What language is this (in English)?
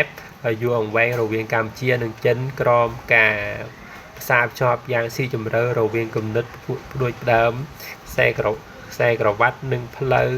Khmer